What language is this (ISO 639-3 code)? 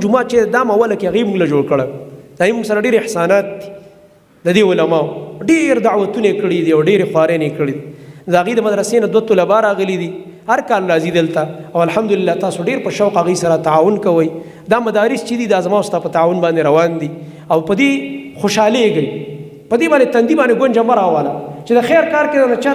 pus